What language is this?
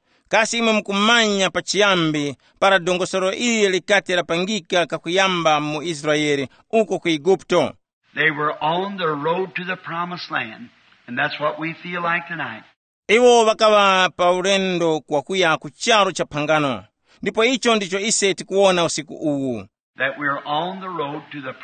Tumbuka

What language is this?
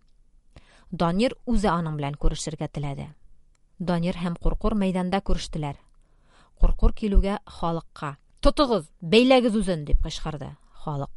Tatar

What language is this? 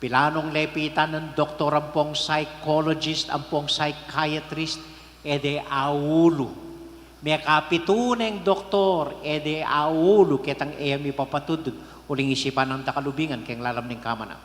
Pampanga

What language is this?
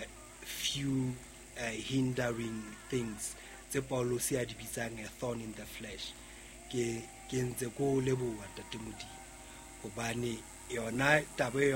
Southern Sotho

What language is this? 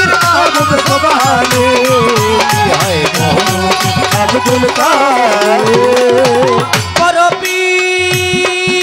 Bangla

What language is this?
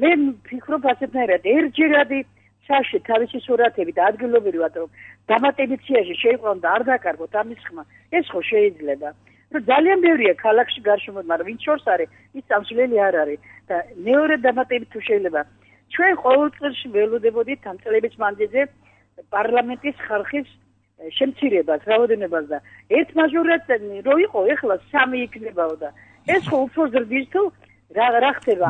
Georgian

